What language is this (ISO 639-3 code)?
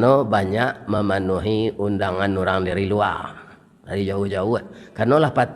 min